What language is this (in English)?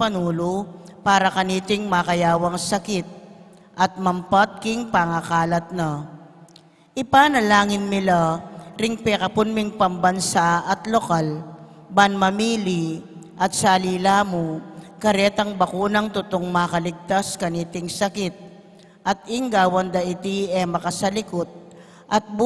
Pampanga